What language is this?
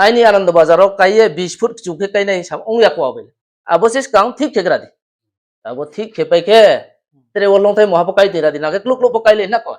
Riang (India)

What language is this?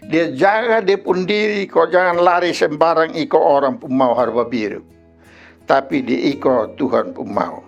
Kupang Malay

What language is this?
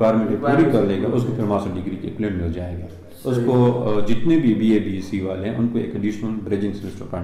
Urdu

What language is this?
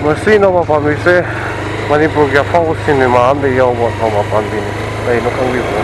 Manipuri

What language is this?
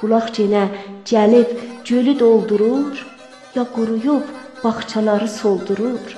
South Azerbaijani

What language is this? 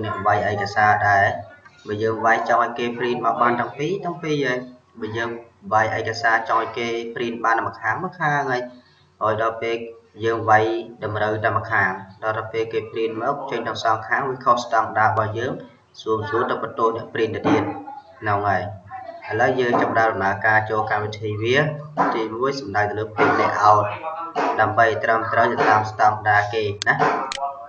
Khmer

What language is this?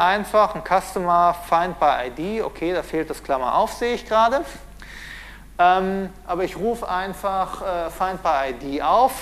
German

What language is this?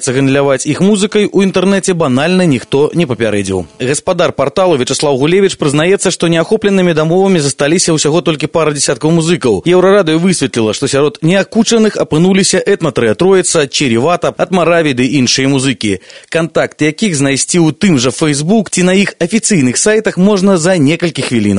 Belarusian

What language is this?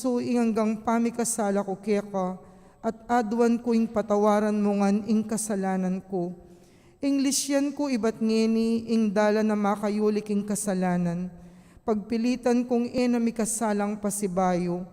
Pampanga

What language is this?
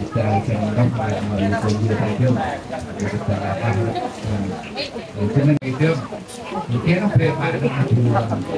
Central Mnong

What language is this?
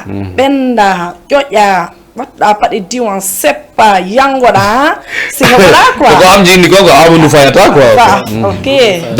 Fula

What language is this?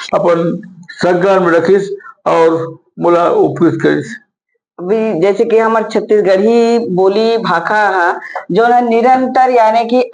Chhattisgarhi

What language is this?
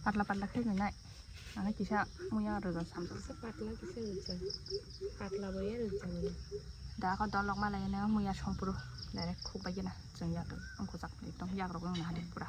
Kok Borok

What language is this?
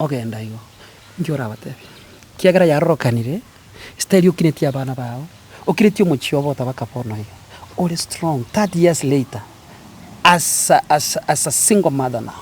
Gusii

